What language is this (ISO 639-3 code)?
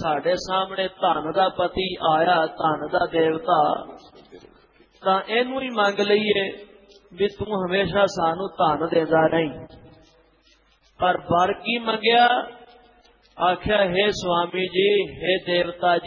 pan